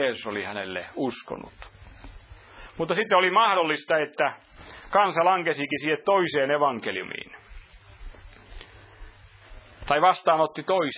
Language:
Finnish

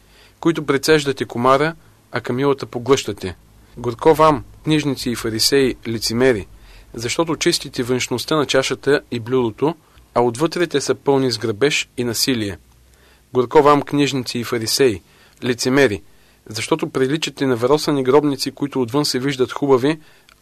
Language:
Bulgarian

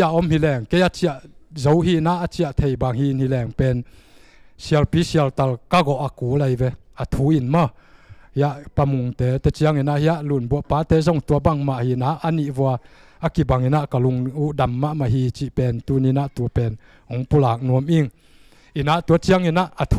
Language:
Tedim Chin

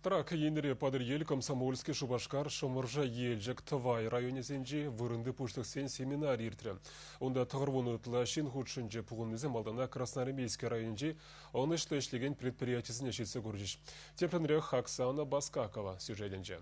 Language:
Chuvash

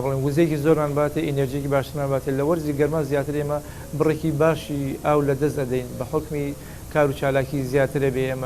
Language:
Central Kurdish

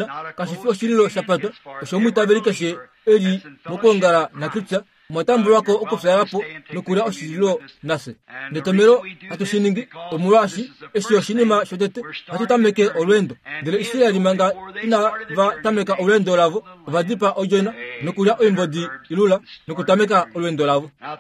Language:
Kuanyama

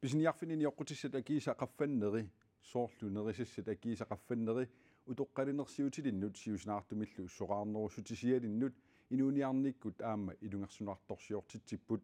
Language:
Kalaallisut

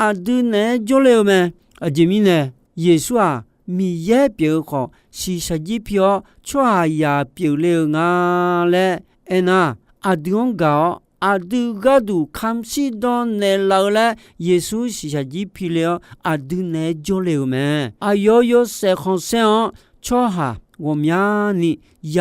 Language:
Akha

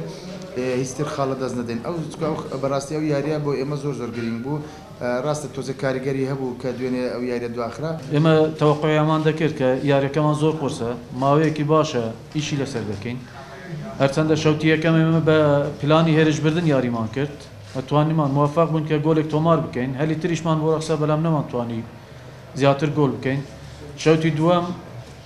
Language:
Central Kurdish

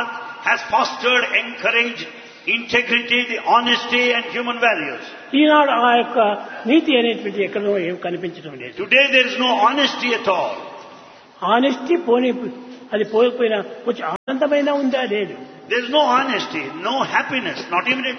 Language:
Telugu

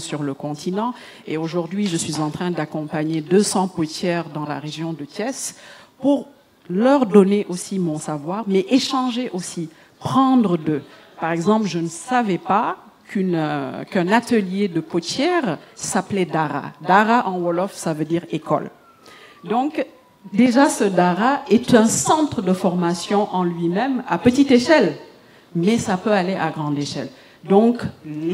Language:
French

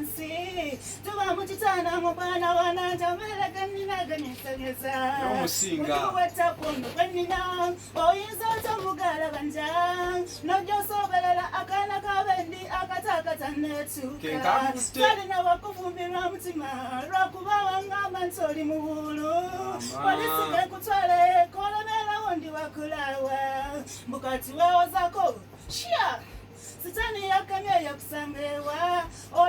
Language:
Ganda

